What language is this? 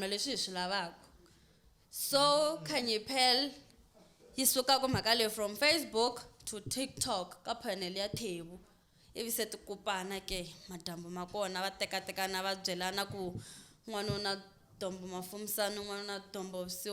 Tsonga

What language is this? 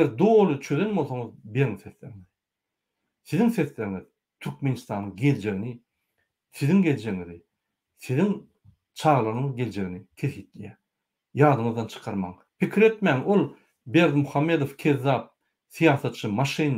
Turkmen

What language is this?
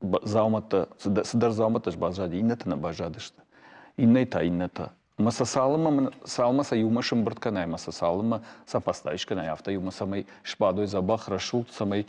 Ossetic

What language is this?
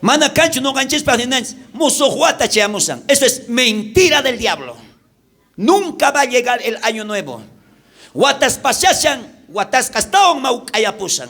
South Bolivian Quechua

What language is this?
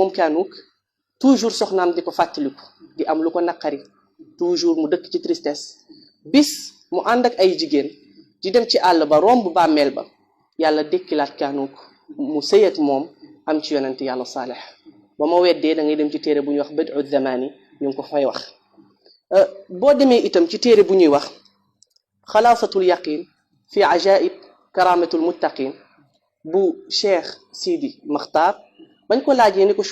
Wolof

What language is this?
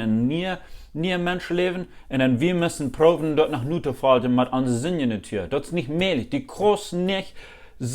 Plautdietsch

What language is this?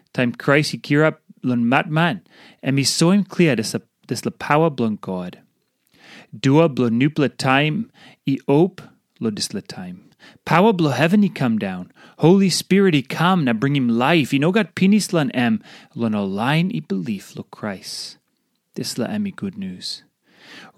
Tok Pisin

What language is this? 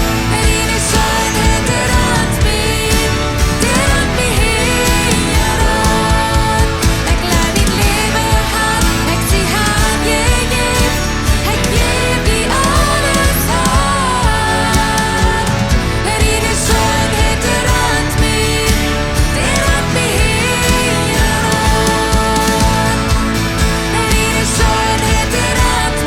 Plautdietsch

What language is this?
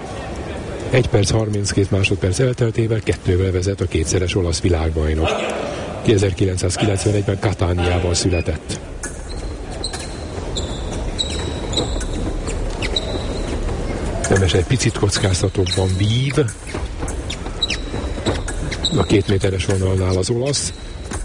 Hungarian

